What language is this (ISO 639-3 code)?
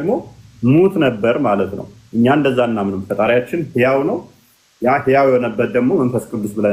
amh